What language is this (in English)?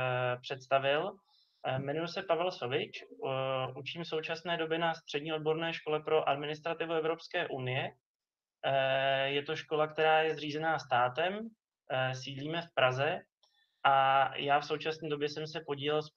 Czech